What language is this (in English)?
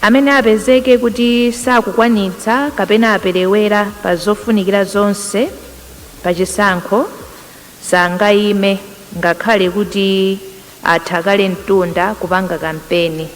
Nyanja